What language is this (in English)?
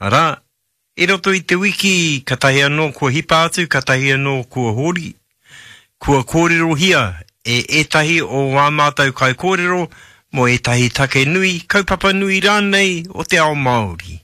Māori